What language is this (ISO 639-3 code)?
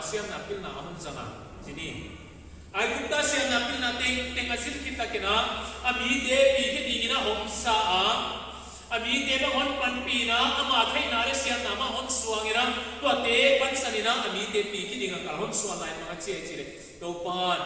pck